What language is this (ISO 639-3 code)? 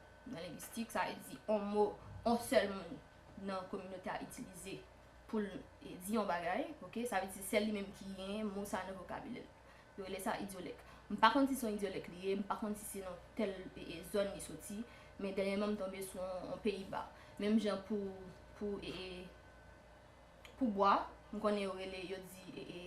hat